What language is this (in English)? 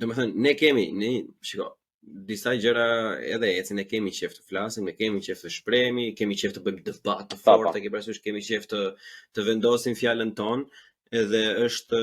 Albanian